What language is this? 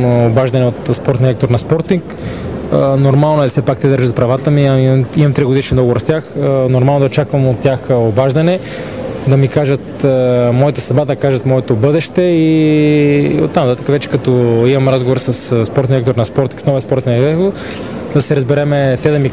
Bulgarian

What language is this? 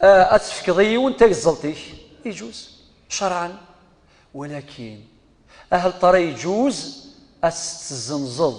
Kabyle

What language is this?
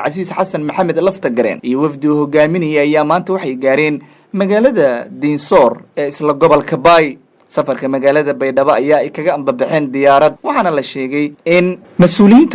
Somali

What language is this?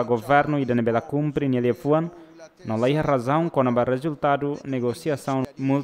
Tetum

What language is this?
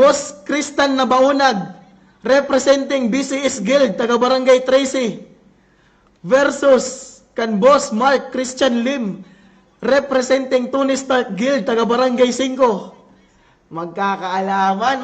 Waray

